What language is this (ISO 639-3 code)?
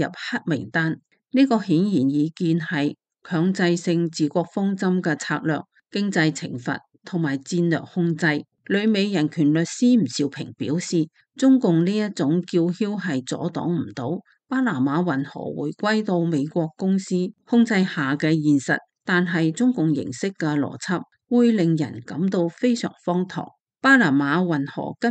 yue